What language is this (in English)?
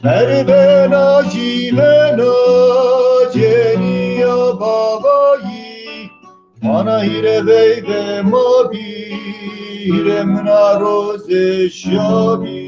Zaza